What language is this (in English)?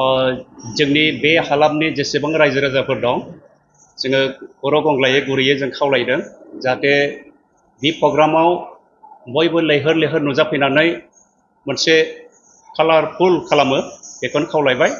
Bodo